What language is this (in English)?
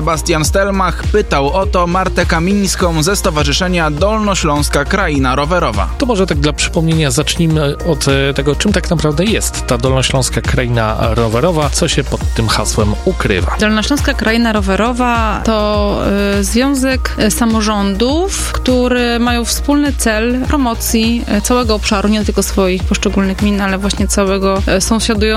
Polish